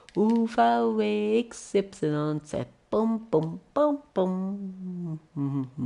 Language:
Swiss German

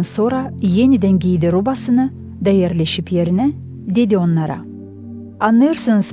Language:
Gagauz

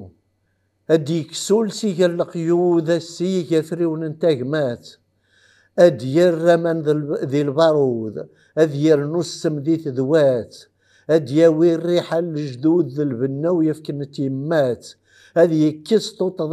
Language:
Kabyle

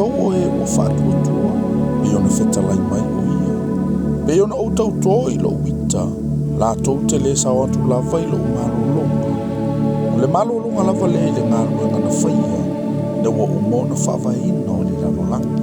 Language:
Samoan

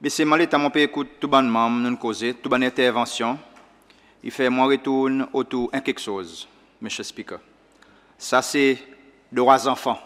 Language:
Seselwa Creole French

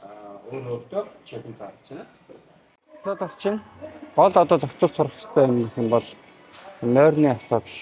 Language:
Mongolian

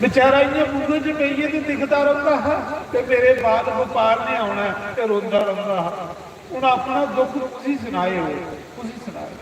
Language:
Dogri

